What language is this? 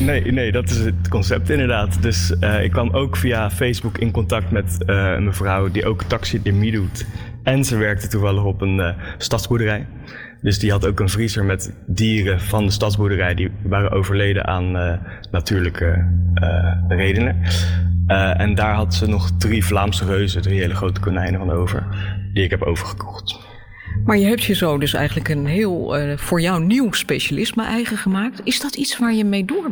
Dutch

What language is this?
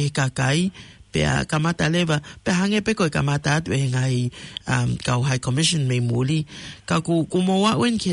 Tongan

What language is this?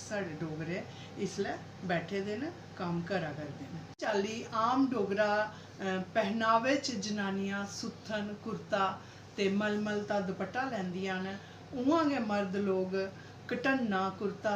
Dogri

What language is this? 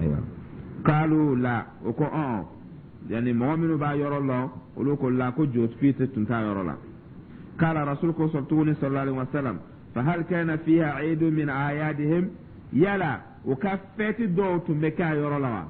Dyula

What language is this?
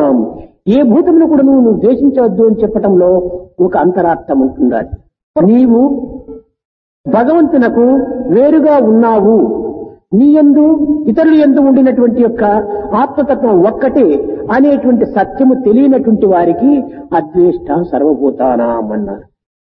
Telugu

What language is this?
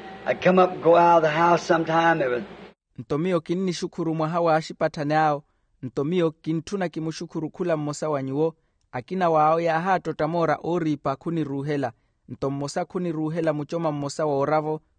Makhuwa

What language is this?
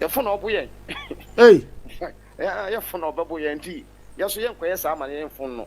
Akan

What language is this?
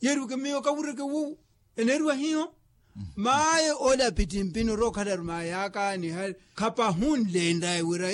Makhuwa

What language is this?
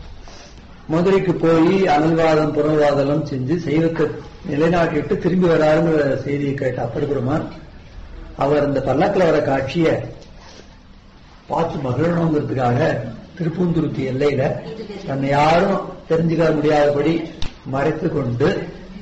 Tamil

